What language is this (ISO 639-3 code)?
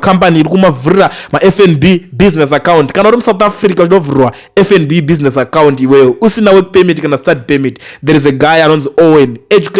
sna